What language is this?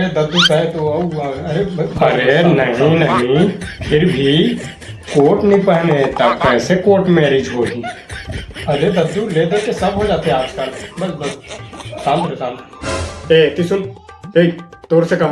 Chhattisgarhi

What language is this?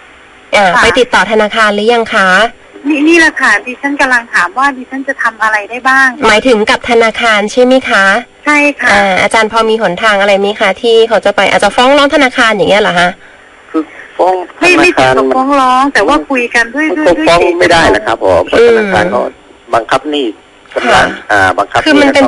Thai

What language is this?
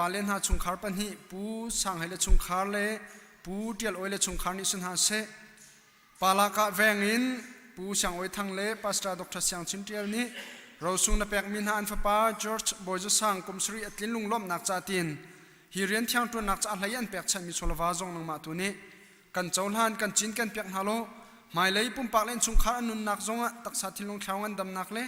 Hakha Chin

